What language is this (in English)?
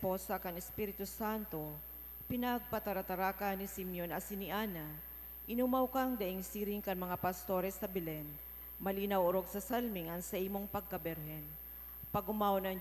Bikol